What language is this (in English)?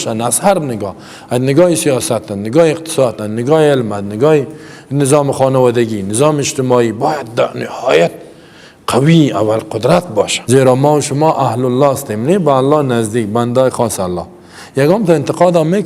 Persian